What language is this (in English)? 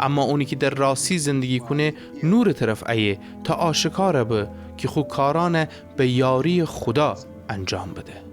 Gilaki